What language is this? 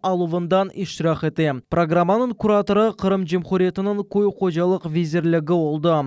Crimean Tatar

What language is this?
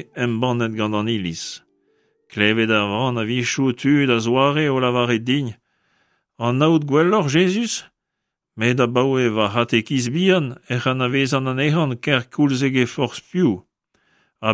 Breton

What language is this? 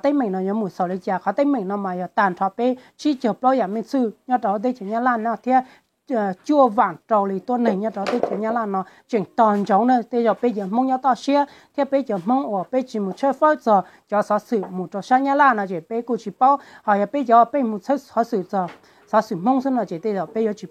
Hmong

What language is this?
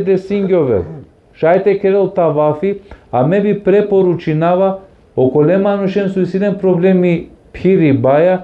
Balkan Romani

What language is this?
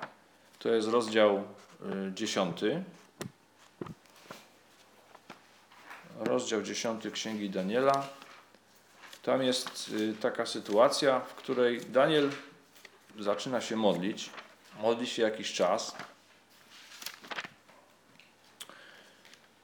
Polish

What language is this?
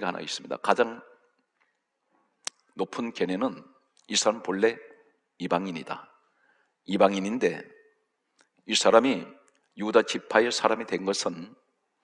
Korean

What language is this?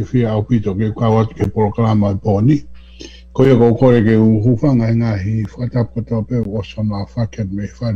Tongan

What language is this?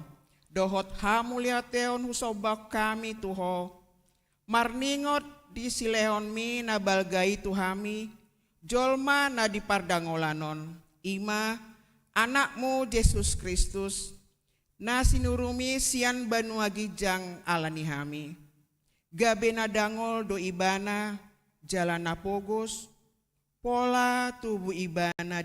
Batak Toba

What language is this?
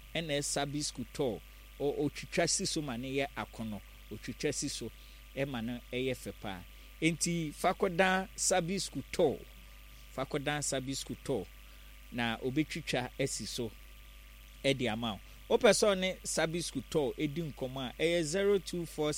Akan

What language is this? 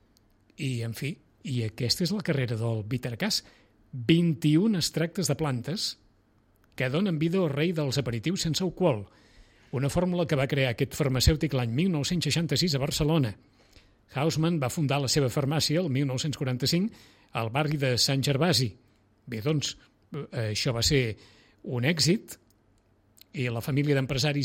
Catalan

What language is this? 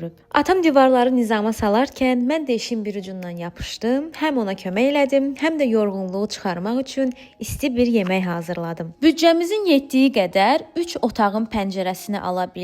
Azerbaijani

